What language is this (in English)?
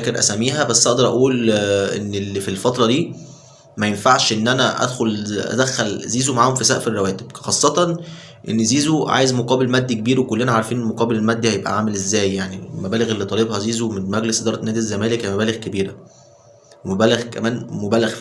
Egyptian Arabic